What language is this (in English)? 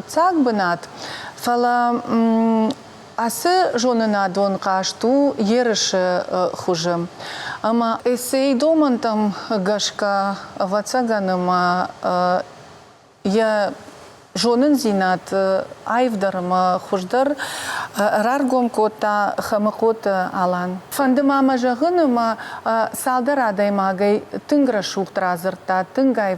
Ossetic